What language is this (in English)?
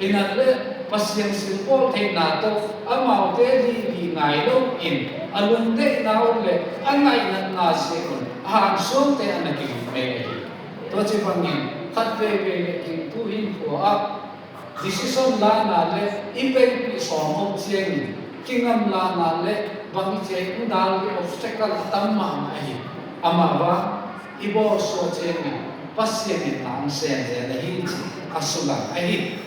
Tedim Chin